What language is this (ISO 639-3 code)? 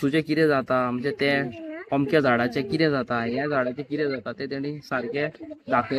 kok